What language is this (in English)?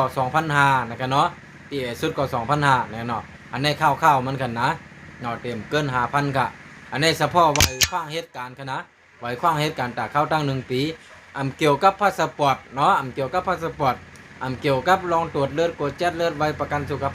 Shan